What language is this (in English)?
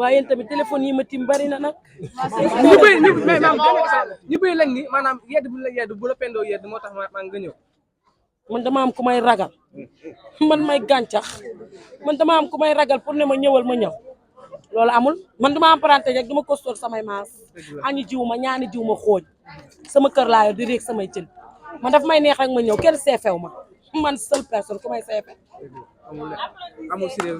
Wolof